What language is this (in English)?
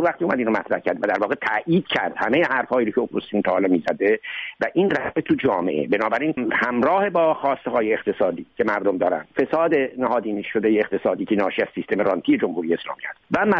Persian